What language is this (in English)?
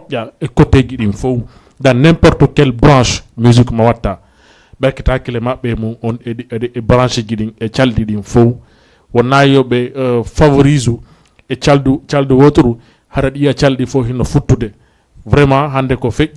Fula